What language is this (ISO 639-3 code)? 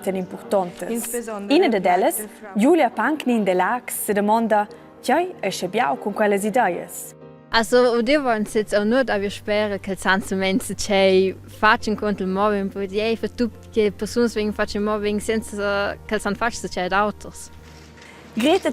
roh